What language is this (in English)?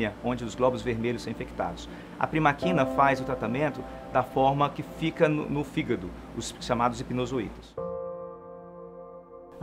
Portuguese